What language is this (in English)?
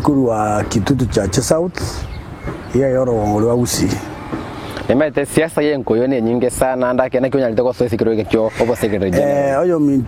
Gusii